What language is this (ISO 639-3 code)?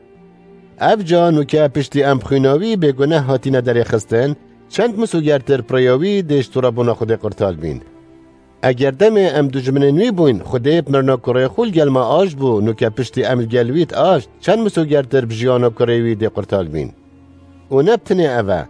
kur